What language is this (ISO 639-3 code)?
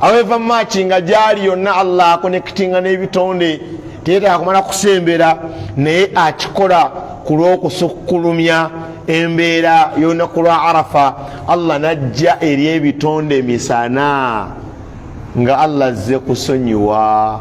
lug